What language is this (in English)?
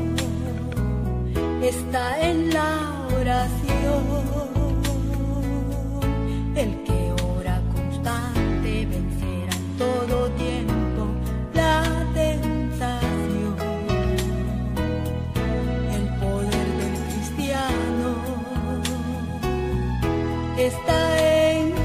Spanish